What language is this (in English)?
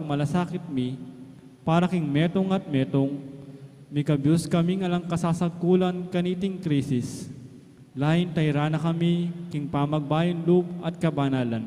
Pampanga